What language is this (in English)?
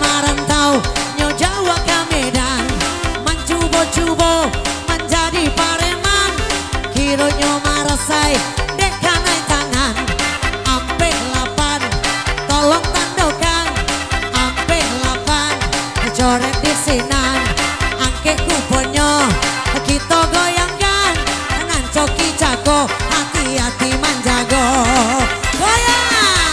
Minangkabau